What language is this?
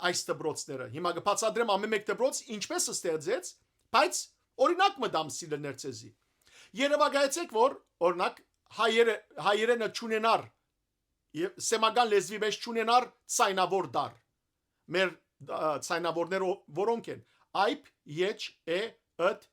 Western Armenian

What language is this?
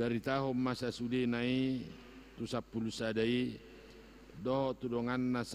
Batak Toba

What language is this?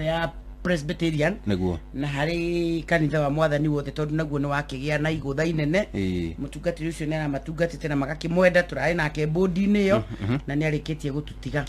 Kikuyu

